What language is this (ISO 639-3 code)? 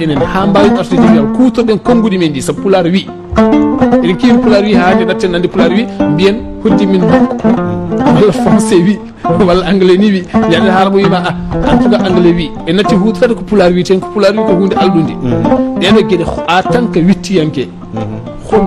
ful